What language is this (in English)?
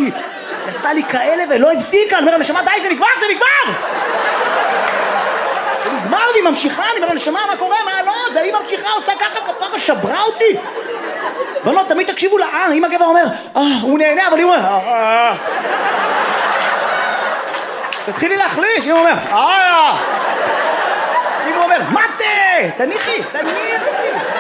Hebrew